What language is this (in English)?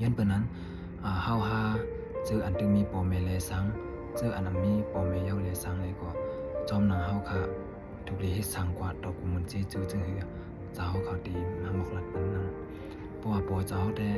Shan